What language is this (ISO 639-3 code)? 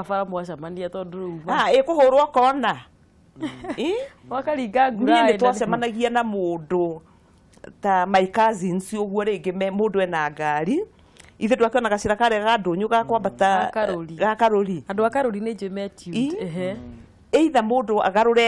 kik